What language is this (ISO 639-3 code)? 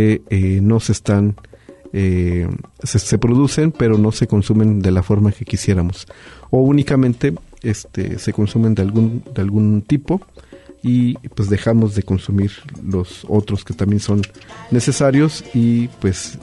spa